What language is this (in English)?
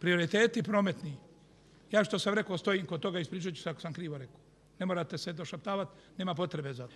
Croatian